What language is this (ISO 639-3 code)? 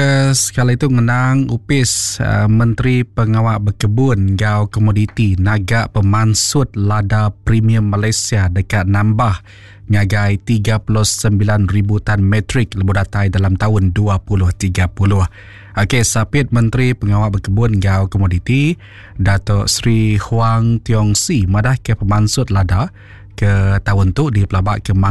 iba